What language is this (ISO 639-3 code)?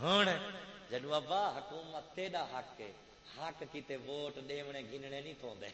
skr